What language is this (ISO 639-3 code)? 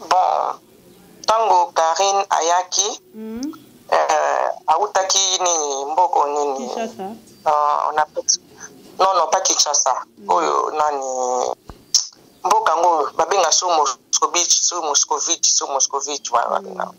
lin